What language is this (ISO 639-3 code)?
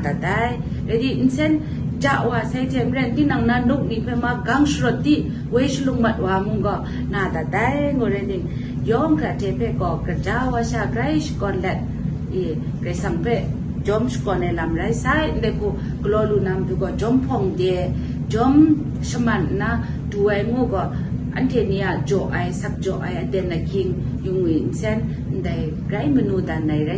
kac